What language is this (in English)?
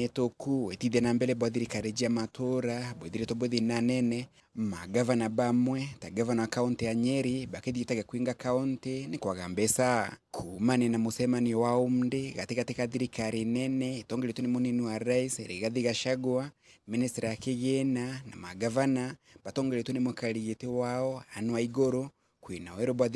Meru